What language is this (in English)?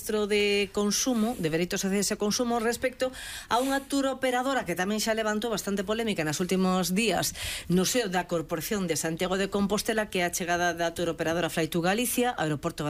Galician